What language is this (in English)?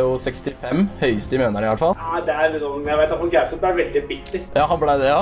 Norwegian